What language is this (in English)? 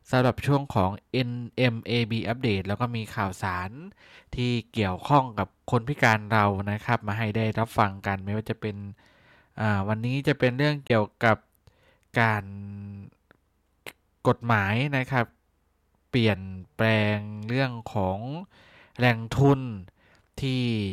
Thai